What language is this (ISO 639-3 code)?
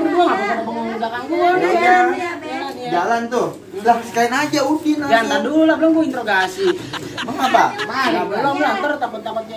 bew